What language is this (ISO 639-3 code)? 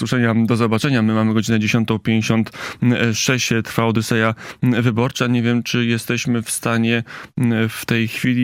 pol